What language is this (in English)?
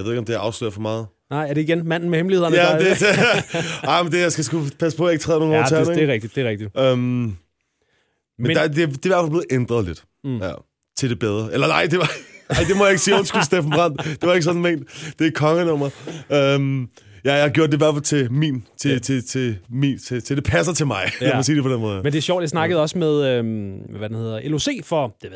Danish